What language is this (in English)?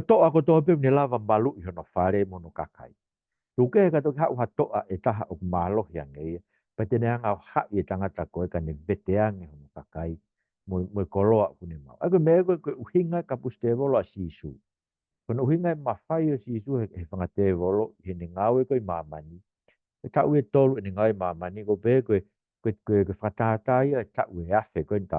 Tongan